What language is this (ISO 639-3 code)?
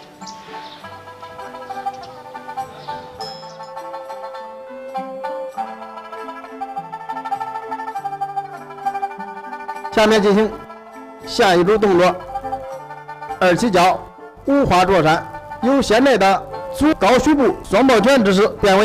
zho